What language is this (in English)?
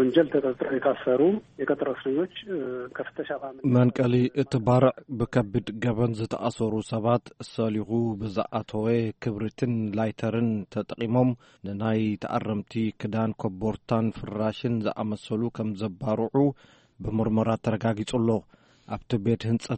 Tigrinya